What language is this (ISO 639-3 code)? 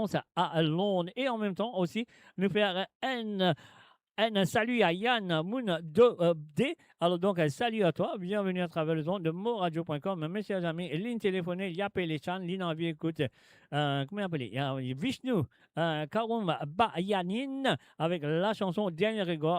mfe